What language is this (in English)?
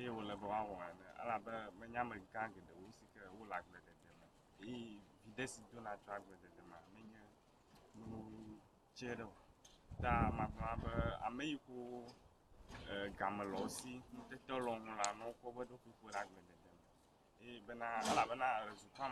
Ewe